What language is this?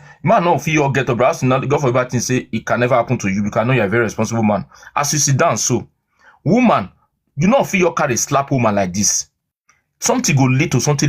Nigerian Pidgin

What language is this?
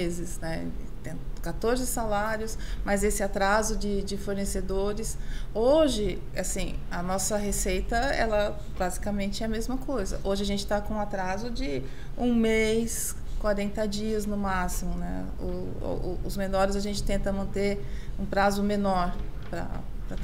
Portuguese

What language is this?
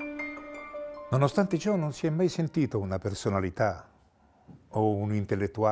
Italian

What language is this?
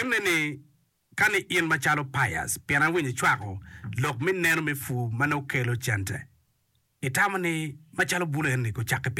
Acoli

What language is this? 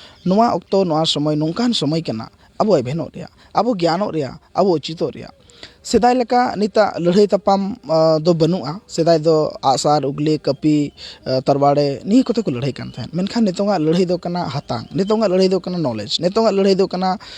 Santali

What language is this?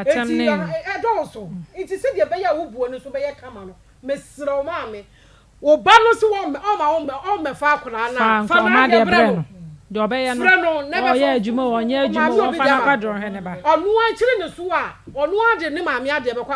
Akan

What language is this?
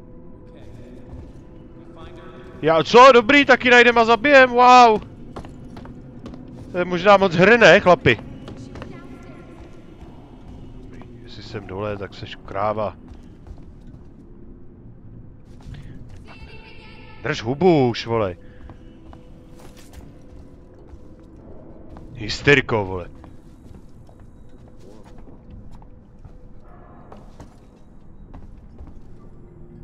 Czech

